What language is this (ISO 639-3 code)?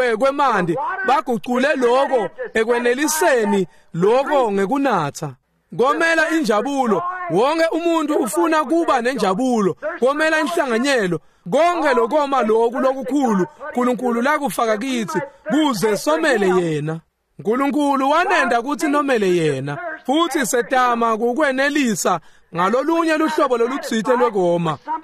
ssw